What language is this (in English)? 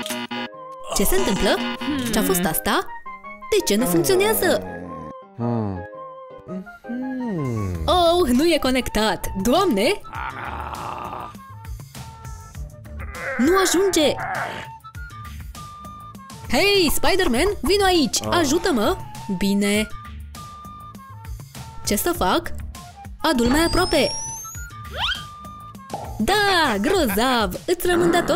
Romanian